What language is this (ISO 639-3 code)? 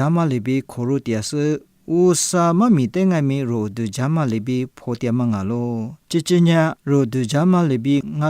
lis